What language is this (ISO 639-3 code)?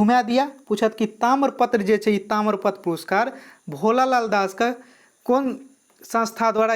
mai